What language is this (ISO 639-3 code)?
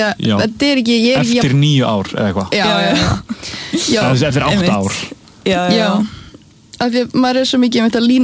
isl